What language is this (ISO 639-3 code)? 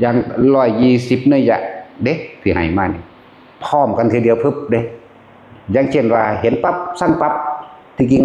tts